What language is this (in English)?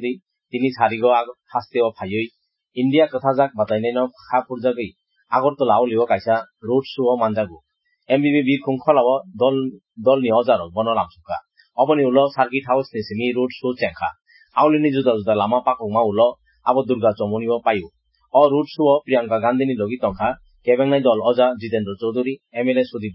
Kok Borok